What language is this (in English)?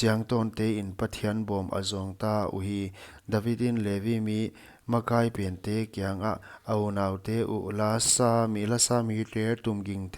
Paite Chin